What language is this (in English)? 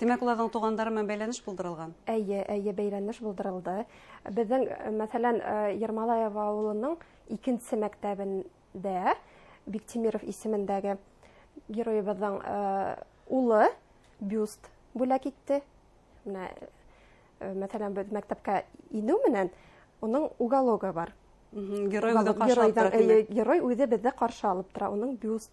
Bashkir